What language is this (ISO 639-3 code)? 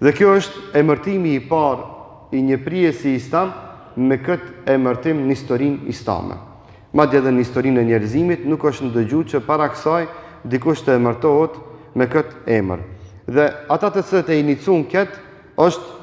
sqi